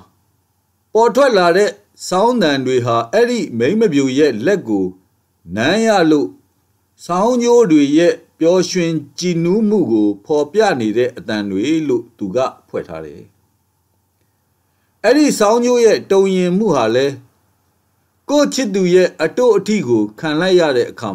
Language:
Burmese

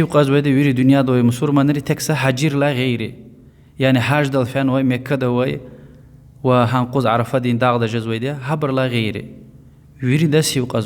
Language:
Lezghian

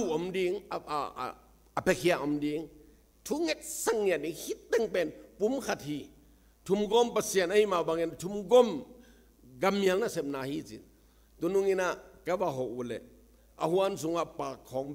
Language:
Tedim Chin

